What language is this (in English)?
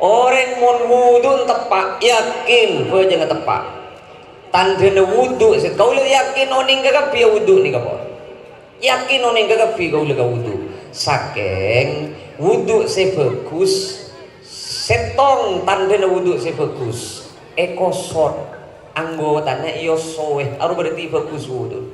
Madurese